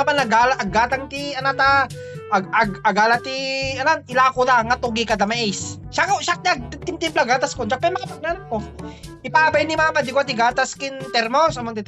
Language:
Iloko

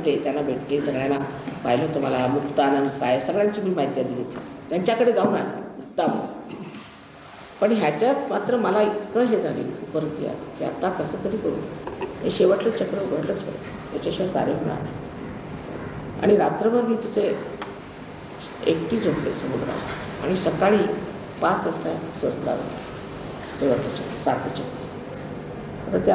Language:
Marathi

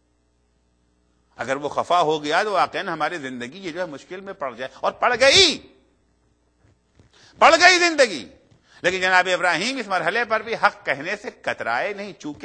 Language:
Urdu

